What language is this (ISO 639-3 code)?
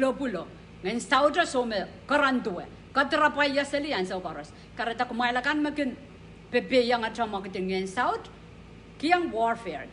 pon